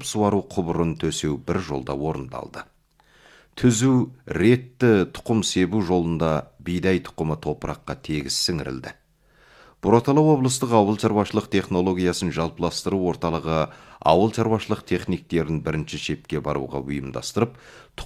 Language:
Kazakh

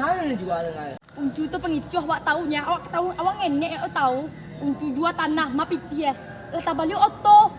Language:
Minangkabau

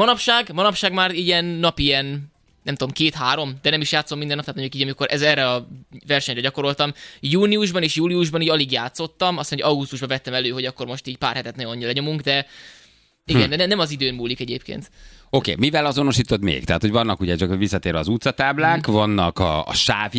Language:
Hungarian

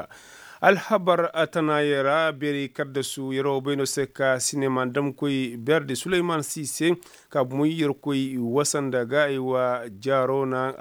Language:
Koyraboro Senni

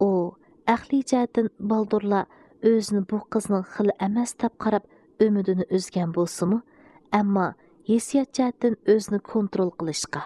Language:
Uyghur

